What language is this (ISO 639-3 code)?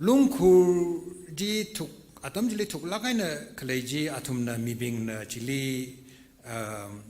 nmf